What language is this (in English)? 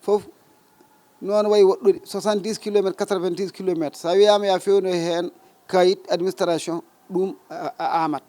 Fula